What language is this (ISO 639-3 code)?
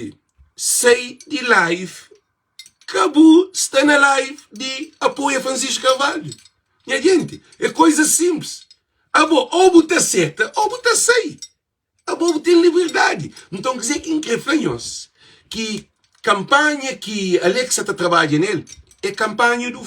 kea